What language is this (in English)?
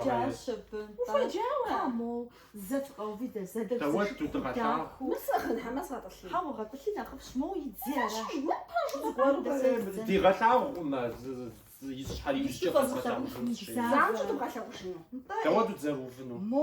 Kabardian